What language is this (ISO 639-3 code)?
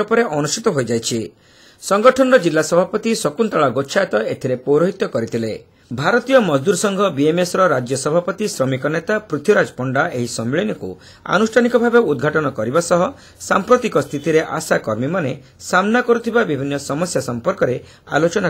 ori